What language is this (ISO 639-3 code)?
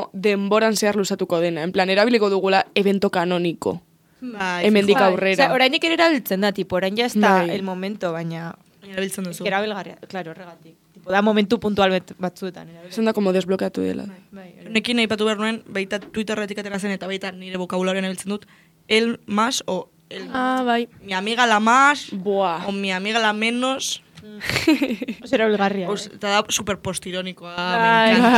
eus